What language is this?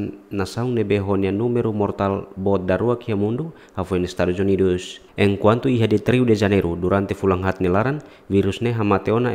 Tetum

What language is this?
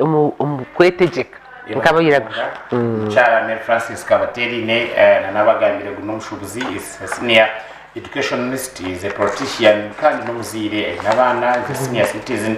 Nyankole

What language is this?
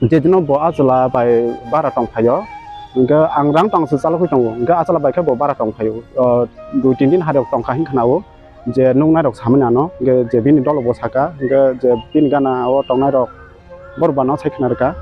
Kok Borok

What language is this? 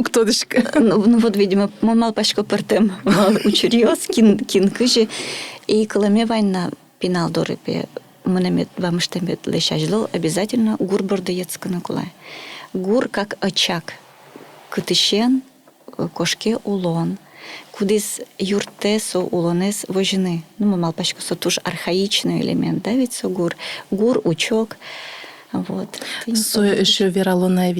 Udmurt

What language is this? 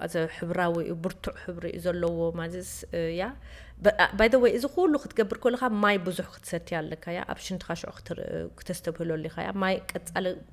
Tigrinya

